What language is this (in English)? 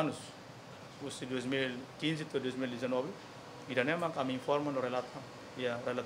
Tetum